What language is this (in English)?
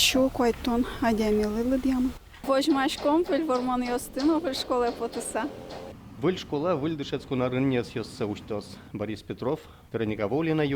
Udmurt